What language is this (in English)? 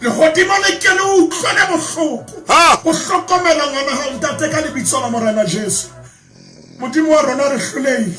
Southern Sotho